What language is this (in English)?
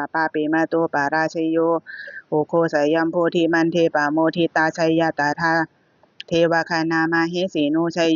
Pali